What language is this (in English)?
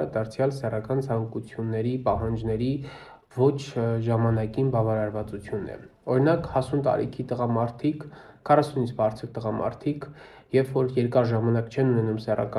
Armenian